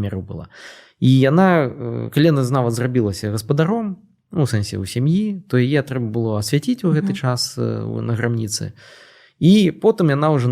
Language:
Belarusian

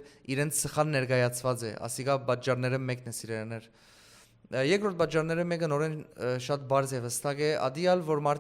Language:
Western Armenian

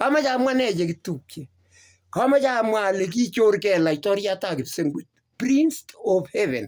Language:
Kalenjin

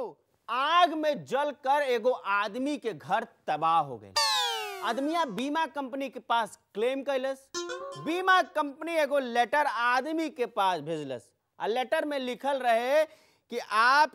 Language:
Bhojpuri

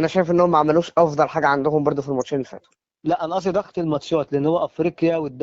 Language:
Egyptian Arabic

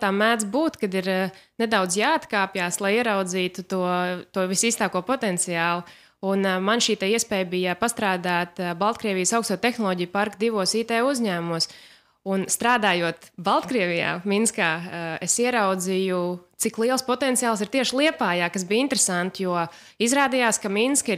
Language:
Latvian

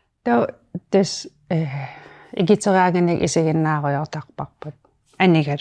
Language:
Kalaallisut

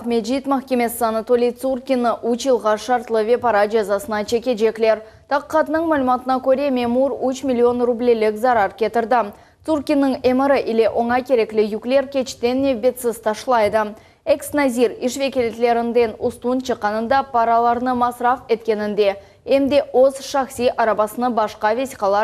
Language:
Crimean Tatar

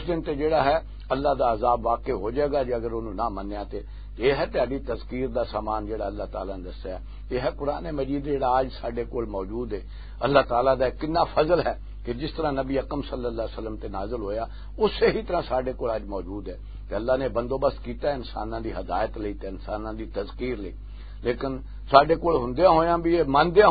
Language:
Western Panjabi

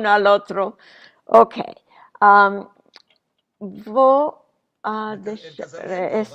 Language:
Ladino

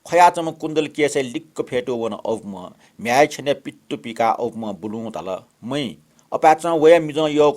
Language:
Newari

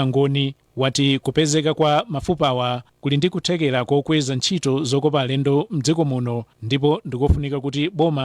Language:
Nyanja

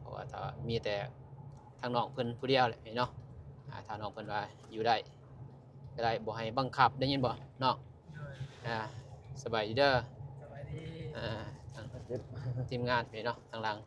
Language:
Lao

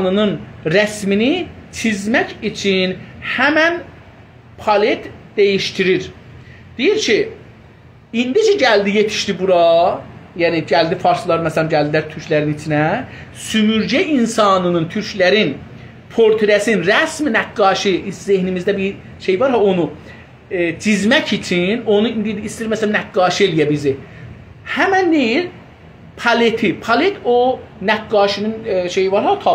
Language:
South Azerbaijani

